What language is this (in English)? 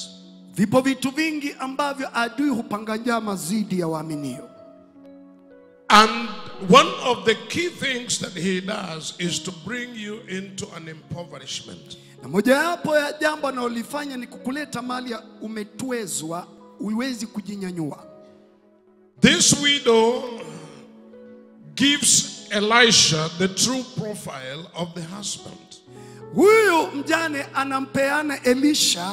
Swahili